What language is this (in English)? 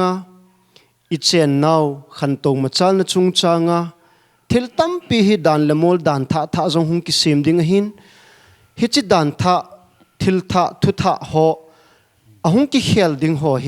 Paite Chin